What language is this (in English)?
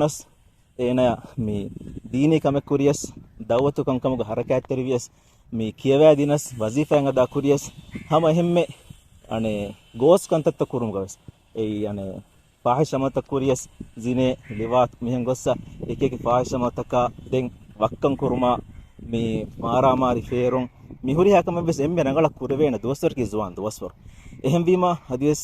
Divehi